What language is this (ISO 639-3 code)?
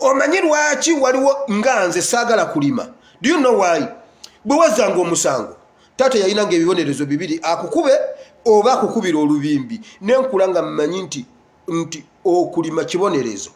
lug